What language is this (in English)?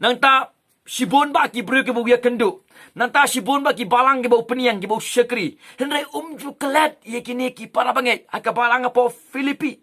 Khasi